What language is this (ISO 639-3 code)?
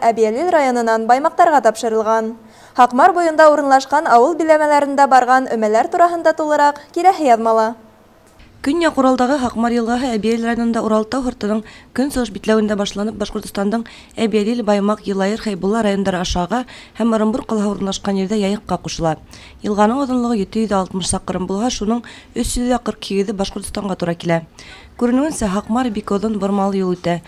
bak